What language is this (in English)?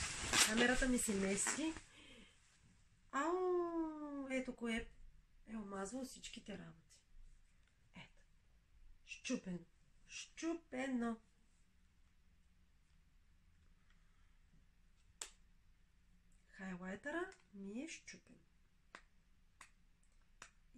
Bulgarian